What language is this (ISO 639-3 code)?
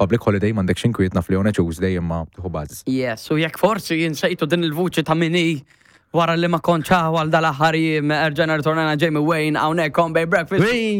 mlt